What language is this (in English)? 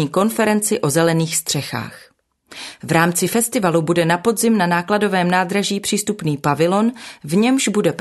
Czech